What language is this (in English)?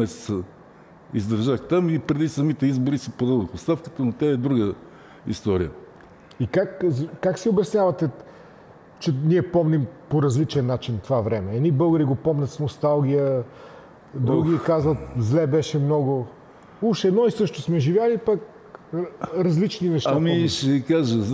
Bulgarian